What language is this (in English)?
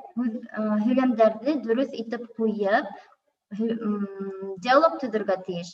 Bashkir